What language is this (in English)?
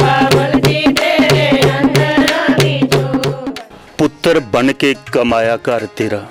Dogri